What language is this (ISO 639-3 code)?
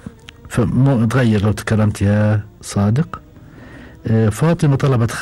afb